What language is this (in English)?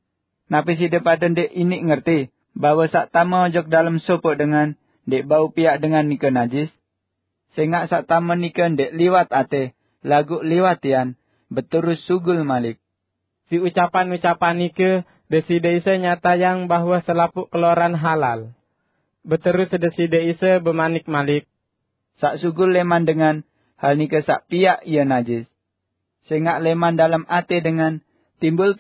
Sasak